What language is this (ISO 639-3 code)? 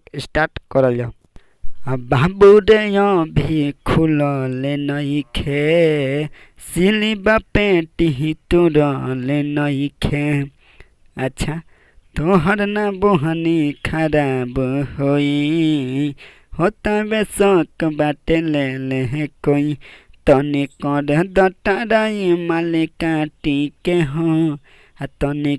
bho